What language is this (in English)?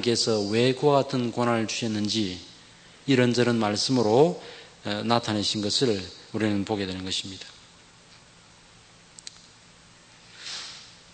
Korean